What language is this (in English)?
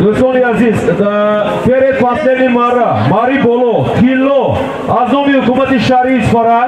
Tajik